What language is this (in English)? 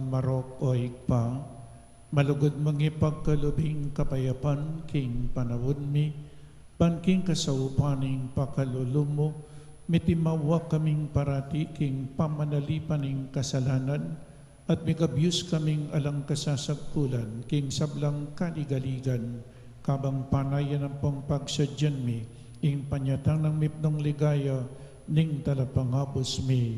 Pampanga